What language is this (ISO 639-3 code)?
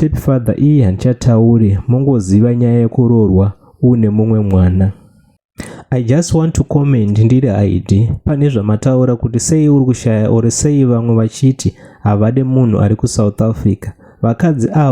sna